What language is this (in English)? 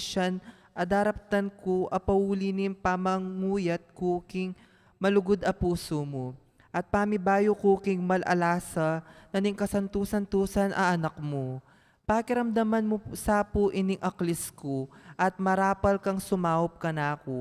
Pampanga